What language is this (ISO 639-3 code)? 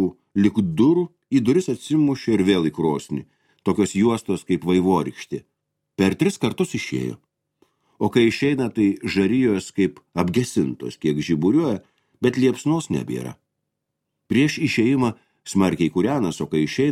lit